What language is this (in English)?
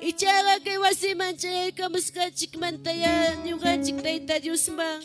Ayacucho Quechua